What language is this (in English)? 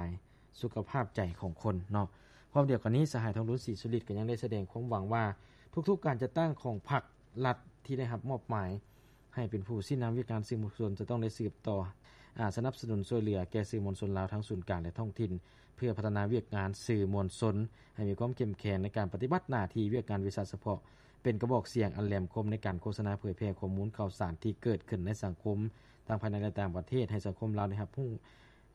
Lao